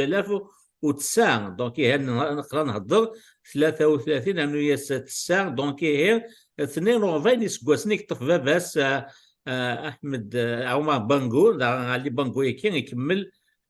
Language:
Kabyle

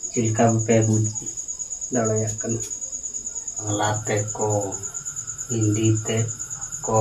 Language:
Santali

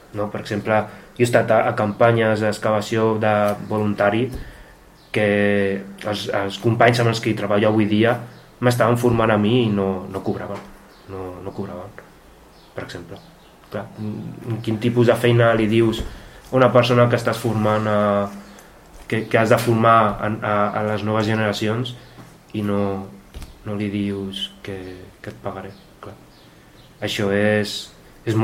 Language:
Catalan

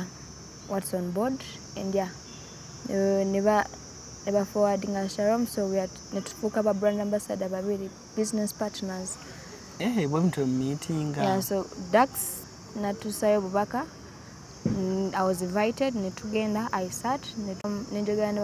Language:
Ganda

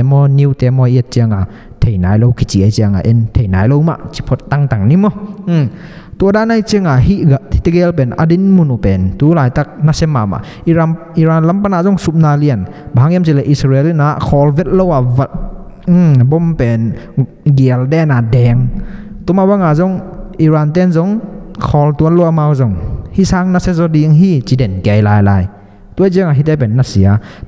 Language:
Tedim Chin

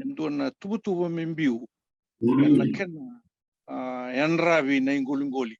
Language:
Fijian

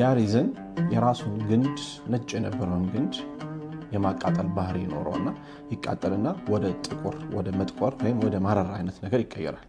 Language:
Amharic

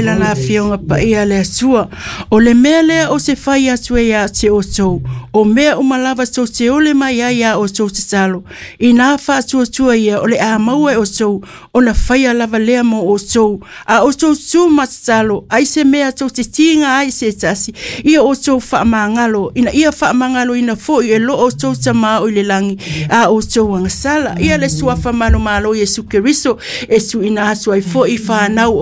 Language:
Samoan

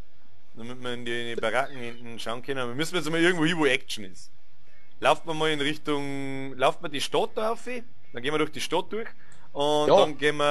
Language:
Bavarian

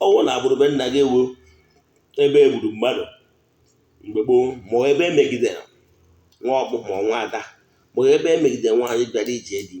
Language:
Igbo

